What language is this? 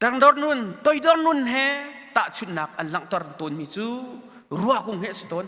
Hakha Chin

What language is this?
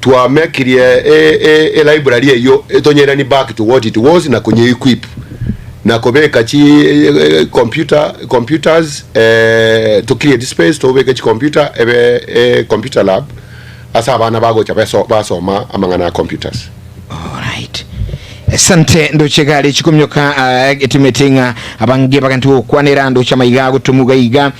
Gusii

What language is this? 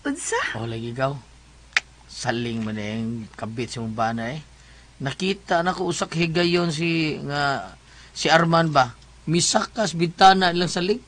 Cebuano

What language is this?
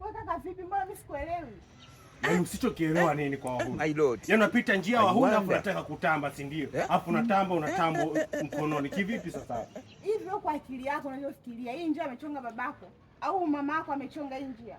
Swahili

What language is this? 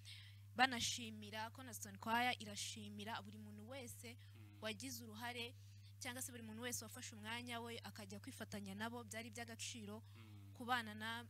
Kinyarwanda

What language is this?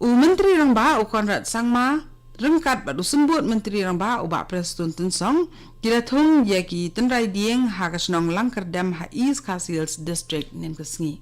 Khasi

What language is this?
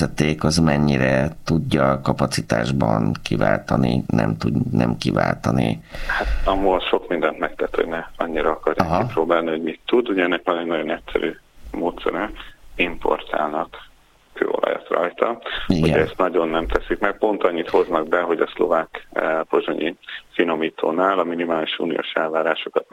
Hungarian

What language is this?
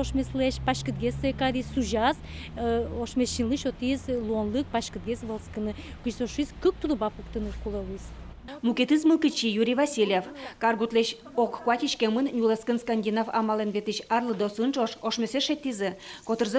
Udmurt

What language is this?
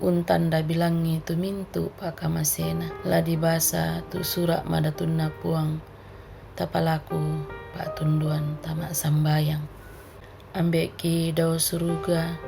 Toraja-Sa'dan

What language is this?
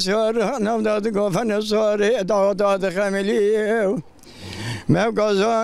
Zaza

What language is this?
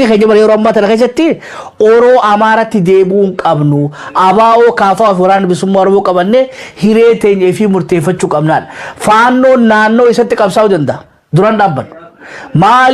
Oromo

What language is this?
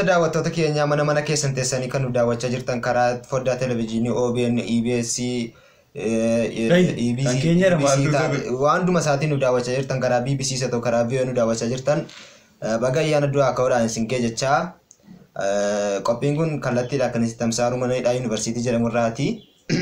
Oromo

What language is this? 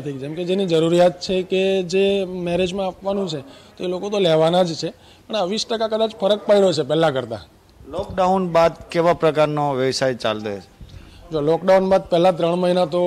Gujarati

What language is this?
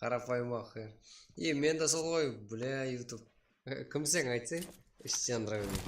Kara-Kalpak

